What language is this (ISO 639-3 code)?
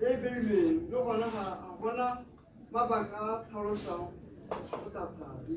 tsn